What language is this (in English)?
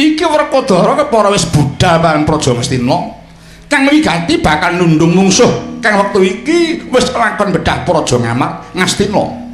Javanese